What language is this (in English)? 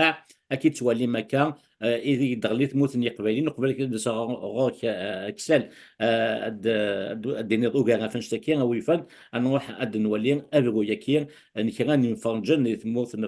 Kabyle